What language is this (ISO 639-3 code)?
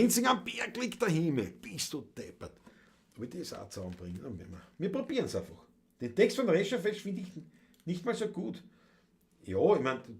bar